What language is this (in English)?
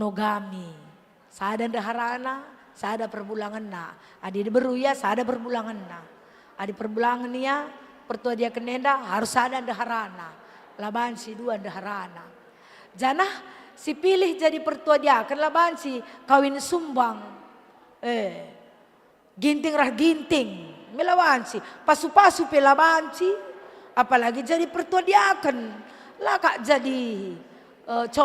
Batak Karo